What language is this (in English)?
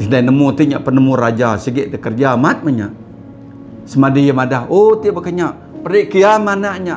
Iban